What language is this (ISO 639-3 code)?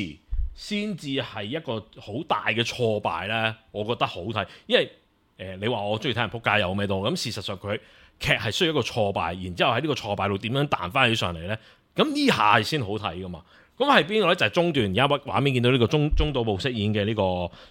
yue